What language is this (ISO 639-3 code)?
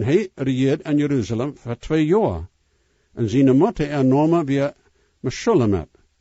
pdt